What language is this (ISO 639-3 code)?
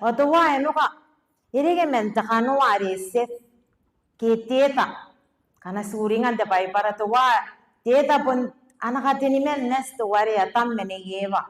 gil